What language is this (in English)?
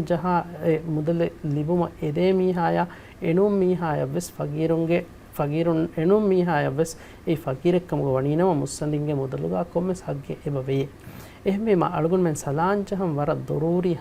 Divehi